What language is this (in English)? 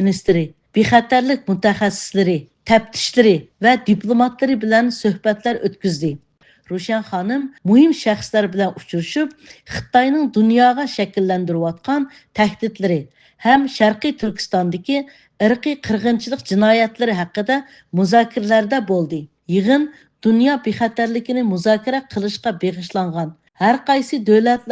Uyghur